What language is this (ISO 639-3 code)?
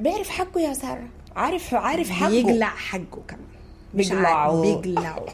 apd